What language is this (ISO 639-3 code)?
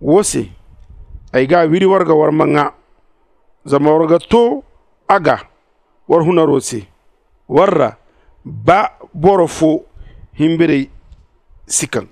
dje